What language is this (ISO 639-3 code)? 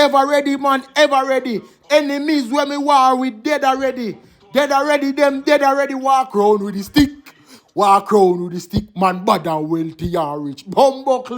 jam